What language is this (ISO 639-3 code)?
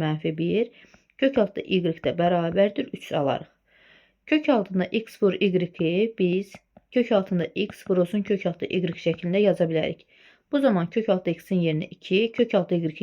aze